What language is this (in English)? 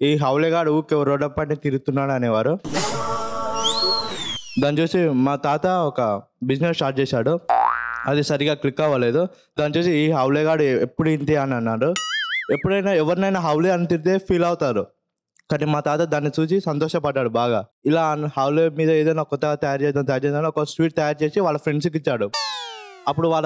Telugu